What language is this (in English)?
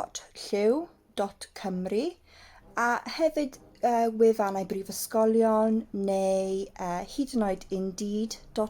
Welsh